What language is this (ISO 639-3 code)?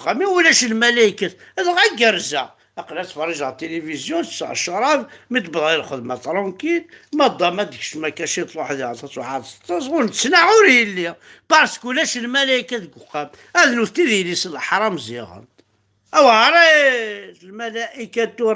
kab